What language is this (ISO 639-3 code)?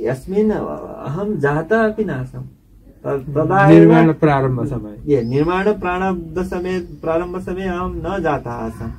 san